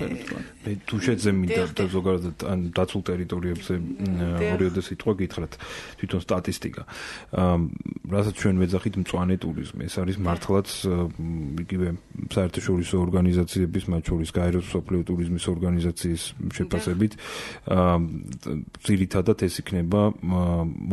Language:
Georgian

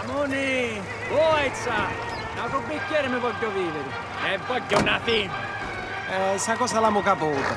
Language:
Sicilian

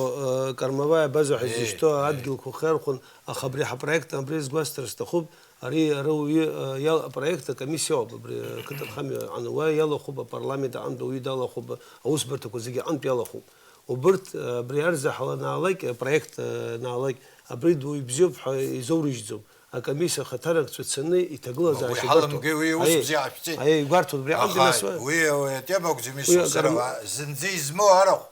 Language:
Abkhazian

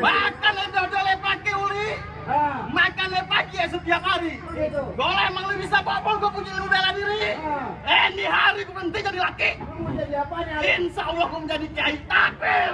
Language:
Betawi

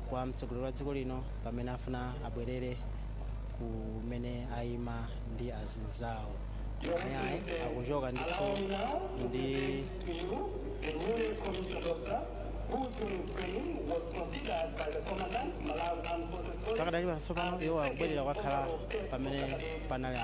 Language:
Nyanja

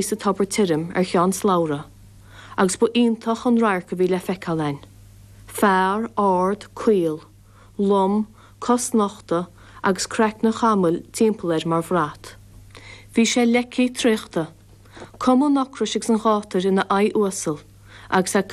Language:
Irish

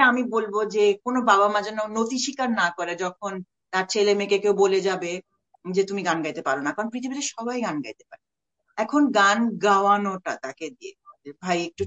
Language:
Bangla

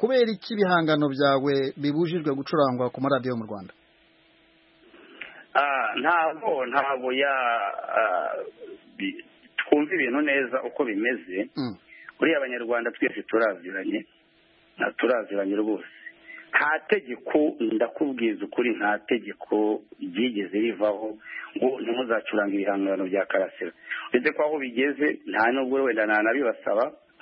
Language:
Kinyarwanda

